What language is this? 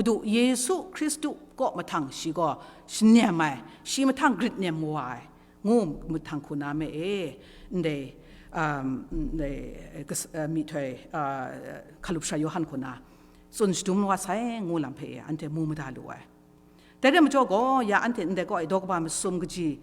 Kachin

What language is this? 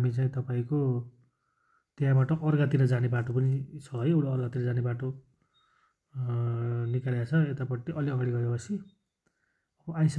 Nepali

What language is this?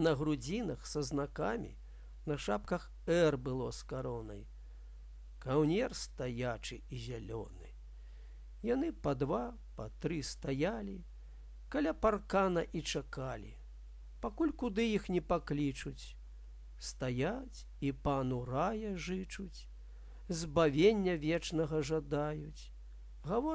Belarusian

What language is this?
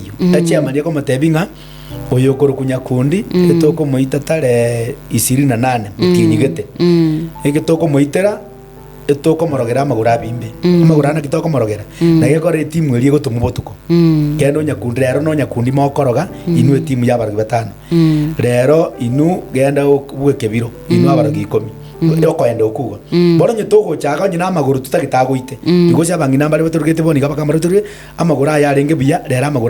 Gusii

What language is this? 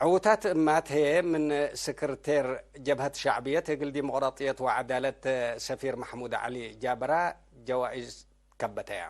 Tigre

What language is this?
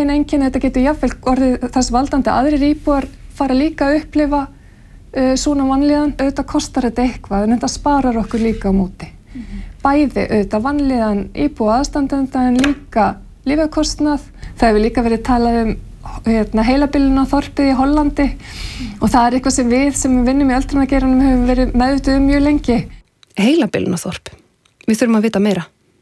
Icelandic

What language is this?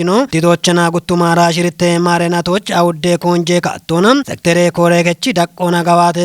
Kafa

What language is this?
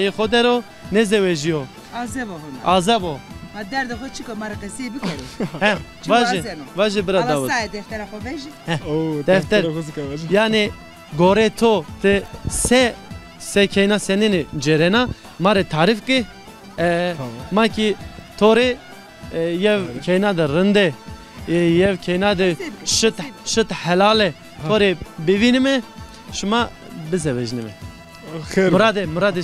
Zaza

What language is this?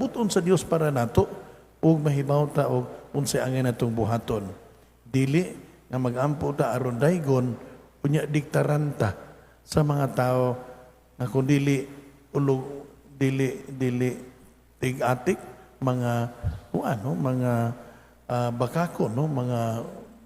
Cebuano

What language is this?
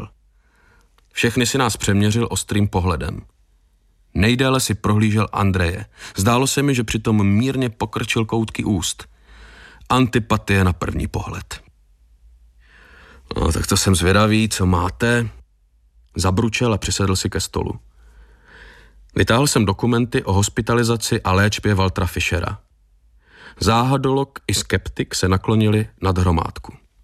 Czech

